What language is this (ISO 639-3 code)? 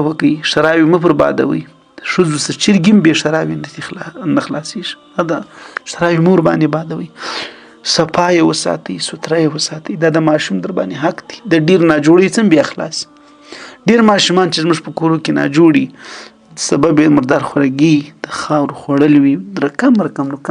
pus